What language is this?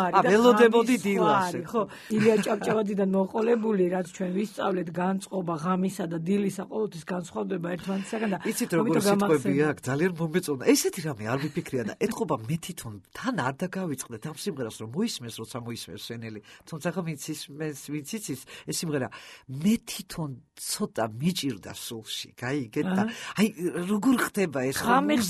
Georgian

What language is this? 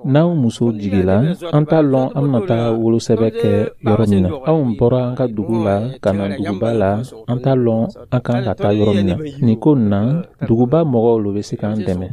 Dyula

